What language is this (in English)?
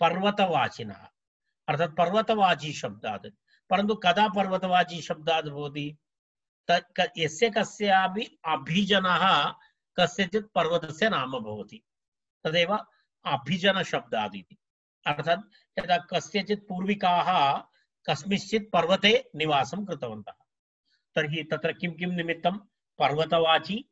Sanskrit